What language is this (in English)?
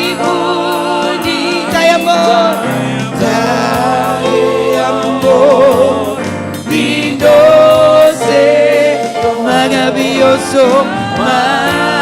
Papiamento